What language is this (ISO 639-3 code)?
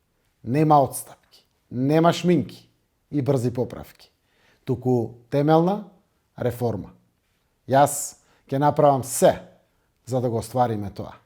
mkd